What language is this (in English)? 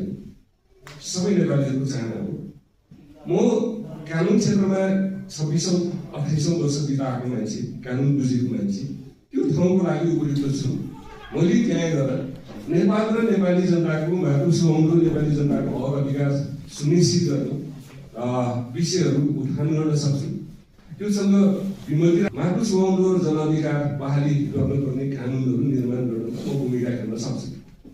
Nepali